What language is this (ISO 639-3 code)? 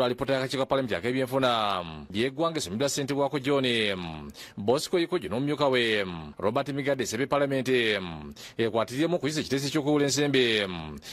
lug